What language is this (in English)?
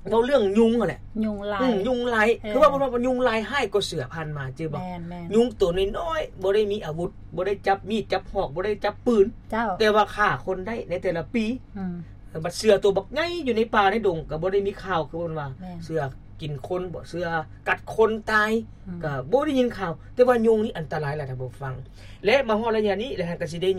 Lao